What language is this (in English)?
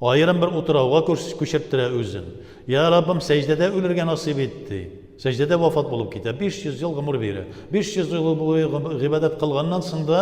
Tatar